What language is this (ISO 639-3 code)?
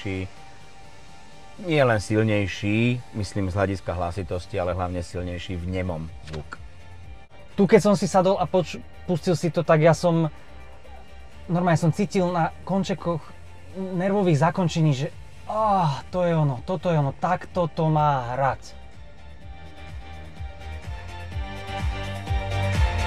slk